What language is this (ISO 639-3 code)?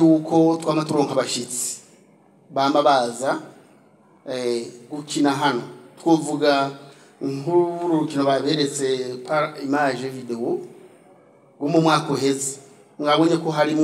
run